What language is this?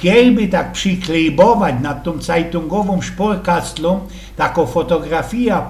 Silesian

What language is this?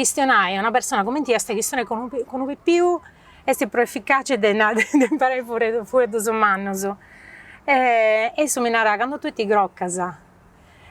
Sardinian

